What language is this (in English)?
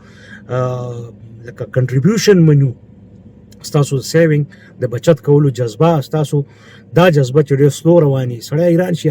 Pashto